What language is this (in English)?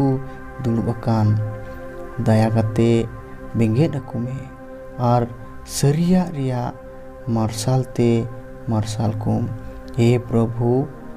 Santali